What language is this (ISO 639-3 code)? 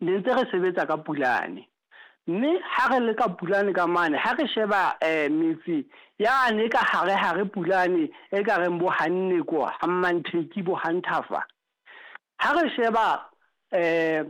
sot